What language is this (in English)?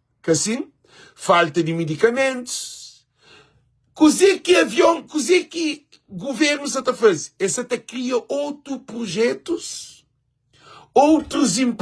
Kabuverdianu